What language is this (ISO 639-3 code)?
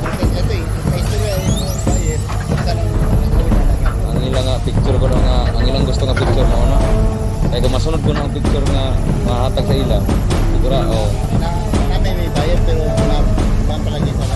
ceb